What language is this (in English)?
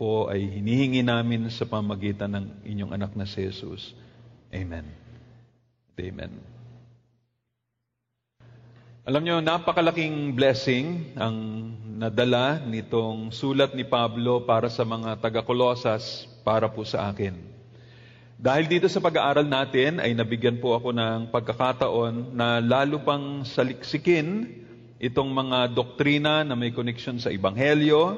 Filipino